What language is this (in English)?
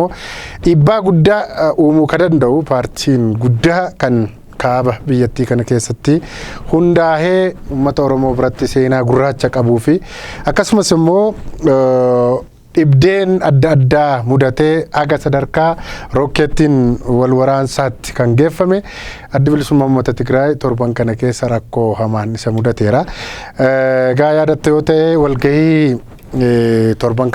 Oromo